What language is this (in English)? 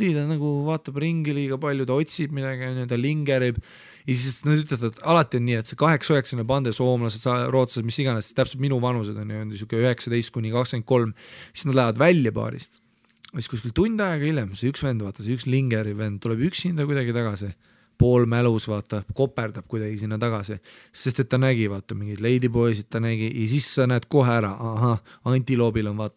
Estonian